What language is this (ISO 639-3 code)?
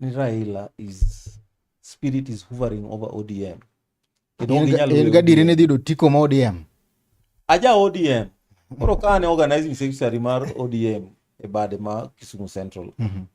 luo